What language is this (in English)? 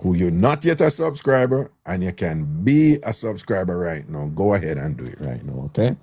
Jamaican Creole English